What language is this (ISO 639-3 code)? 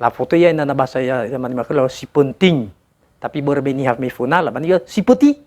nia